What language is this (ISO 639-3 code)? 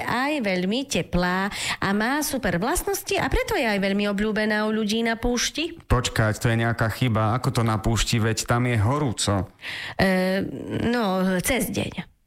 slk